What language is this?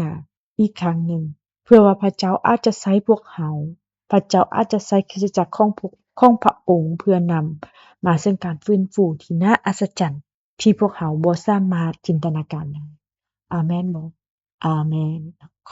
Lao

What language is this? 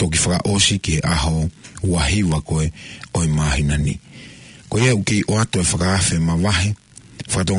Tongan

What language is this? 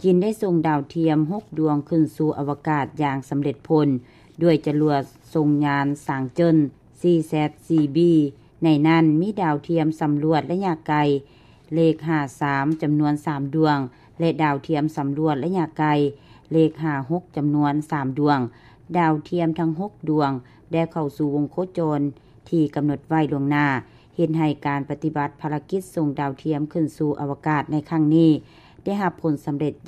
Lao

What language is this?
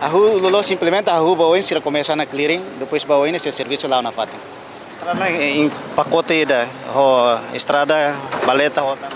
Tetum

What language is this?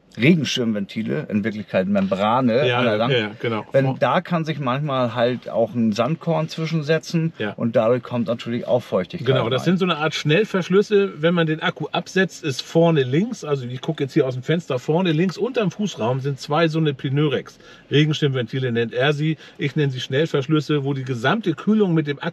German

